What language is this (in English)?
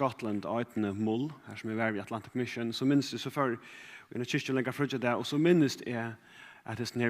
Faroese